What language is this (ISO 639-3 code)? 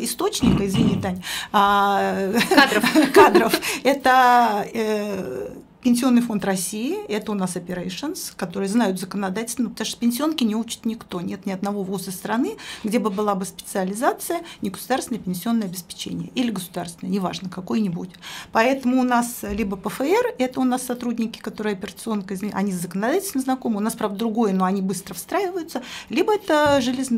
rus